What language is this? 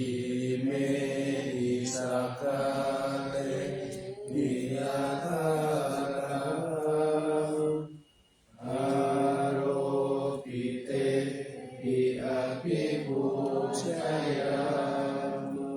Pali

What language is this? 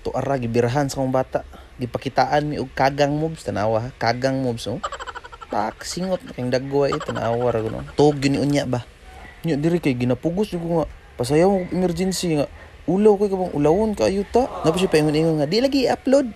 Cebuano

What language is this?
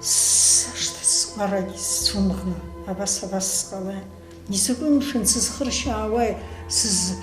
Abkhazian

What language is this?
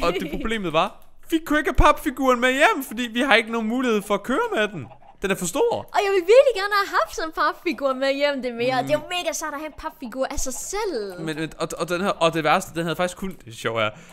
Danish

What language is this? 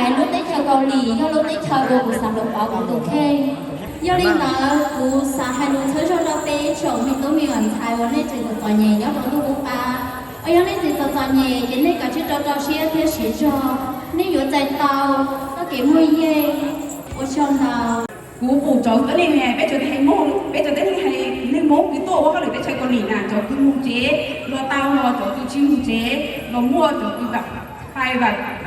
Hmong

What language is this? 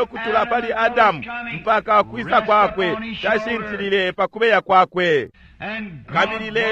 Bemba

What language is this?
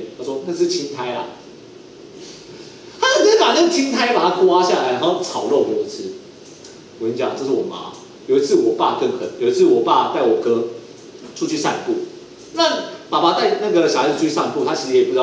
Chinese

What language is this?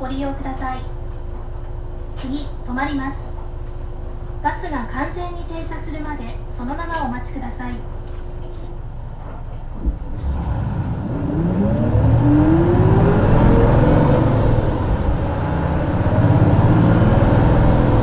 Japanese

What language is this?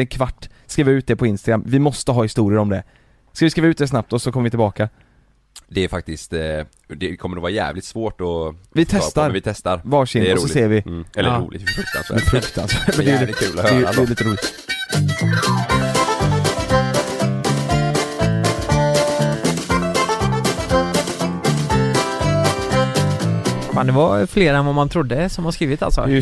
Swedish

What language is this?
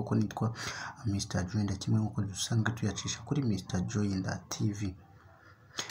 Kinyarwanda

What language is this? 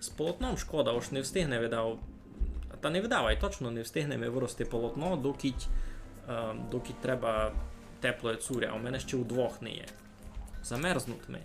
Rusyn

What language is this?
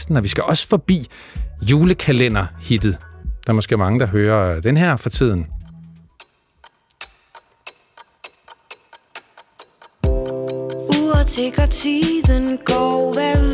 Danish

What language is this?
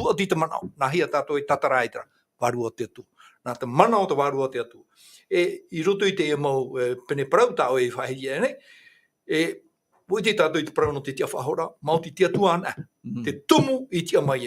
Tahitian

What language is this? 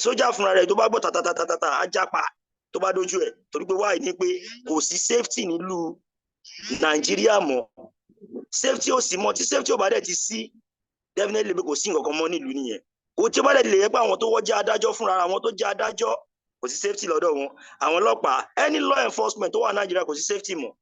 Yoruba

